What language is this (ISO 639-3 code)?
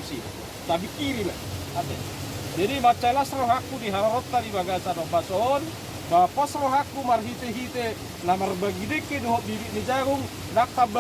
bbc